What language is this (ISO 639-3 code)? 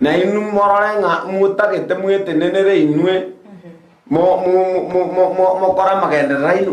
guz